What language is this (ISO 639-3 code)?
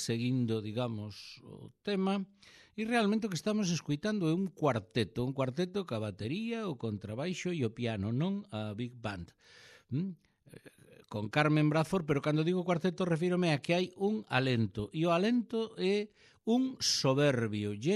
glg